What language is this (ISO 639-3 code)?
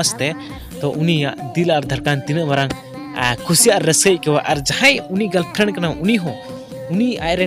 sat